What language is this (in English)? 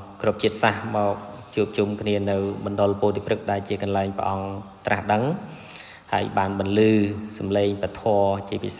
Khmer